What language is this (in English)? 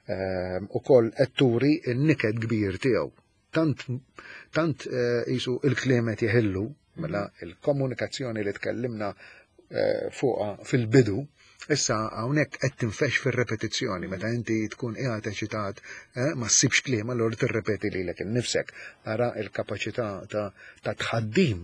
Maltese